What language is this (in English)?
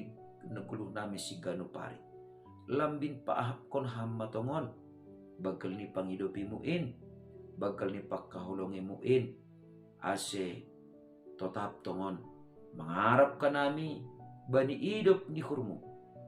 Batak Simalungun